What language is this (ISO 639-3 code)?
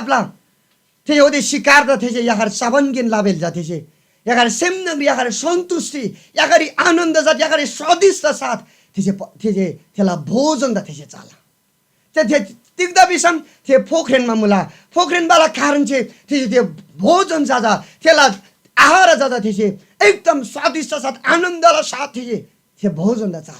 taj